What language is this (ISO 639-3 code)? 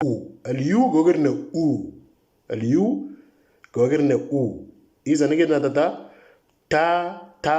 mor